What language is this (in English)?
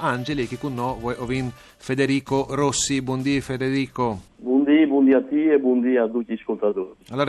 Friulian